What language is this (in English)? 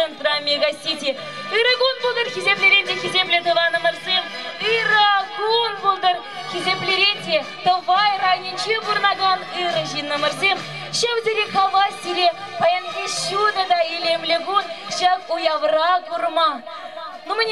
Chuvash